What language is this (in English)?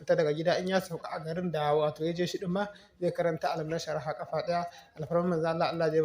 Hausa